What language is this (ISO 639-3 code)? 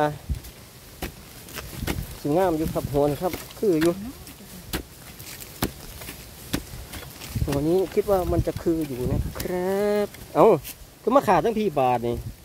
tha